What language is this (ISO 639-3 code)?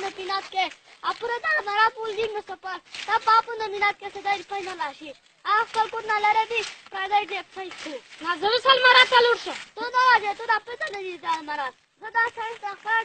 pus